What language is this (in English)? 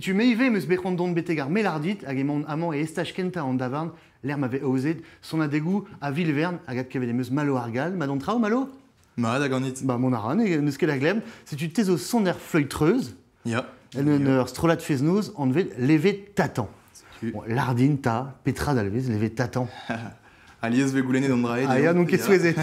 Breton